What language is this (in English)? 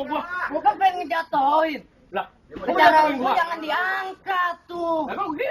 Betawi